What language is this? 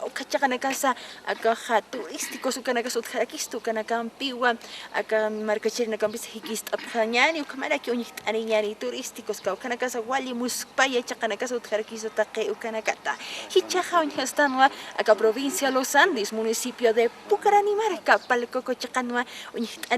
Aymara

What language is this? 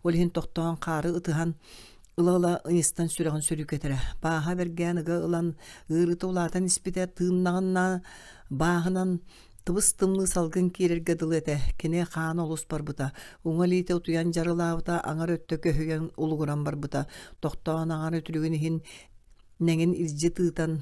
Yakut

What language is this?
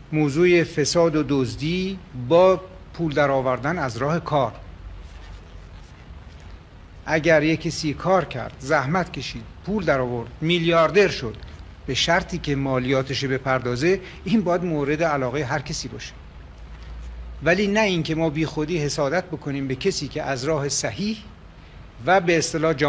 Persian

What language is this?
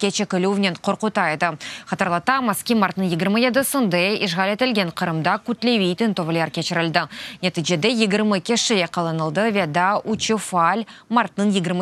Crimean Tatar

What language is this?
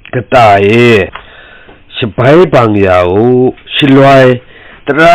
Kachin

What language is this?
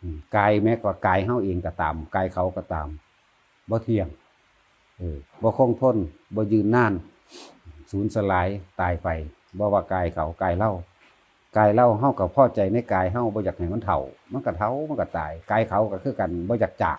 Northeastern Thai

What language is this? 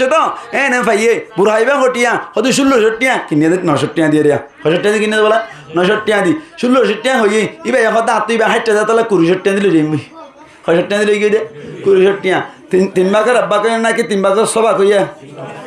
Rohingya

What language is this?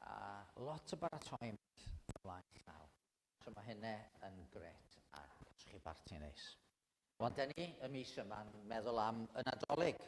Welsh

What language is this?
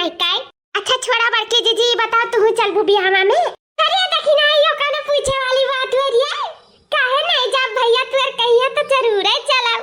Awadhi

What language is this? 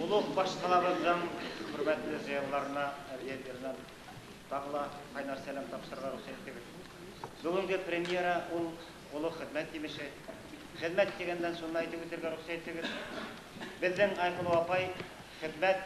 Bashkir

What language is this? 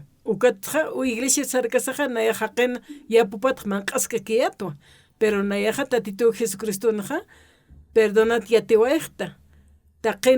Aymara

